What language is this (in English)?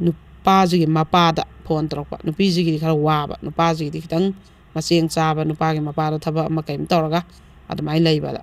Manipuri